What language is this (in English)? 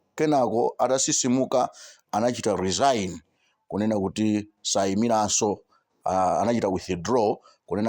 Nyanja